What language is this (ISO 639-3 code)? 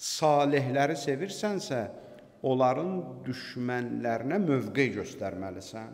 aze